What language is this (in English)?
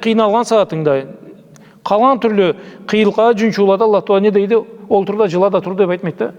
Karachay-Balkar